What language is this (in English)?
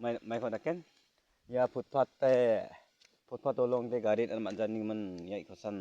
Garo